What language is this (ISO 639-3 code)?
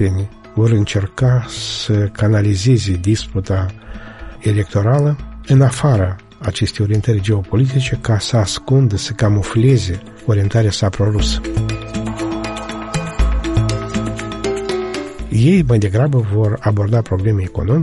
ron